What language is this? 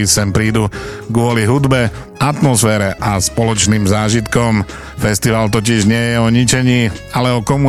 Slovak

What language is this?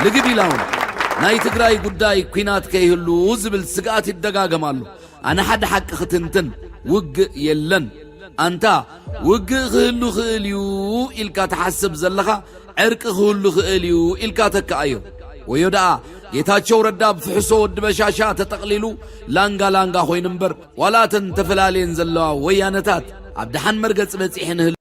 Tigrinya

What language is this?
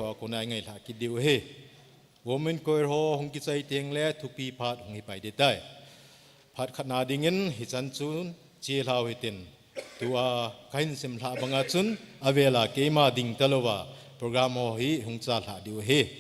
Thado Chin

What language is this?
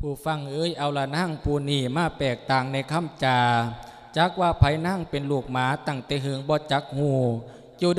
Lao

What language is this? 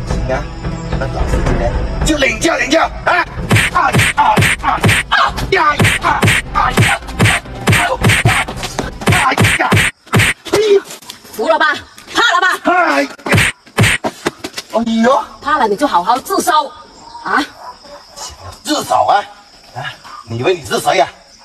Chinese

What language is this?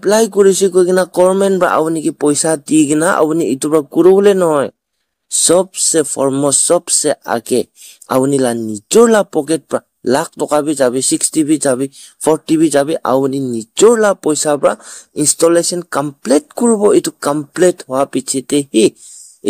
Naga Pidgin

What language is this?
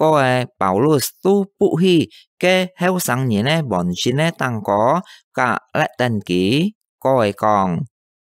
Hakka Chinese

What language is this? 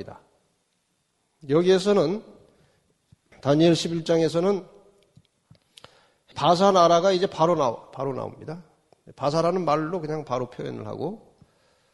Korean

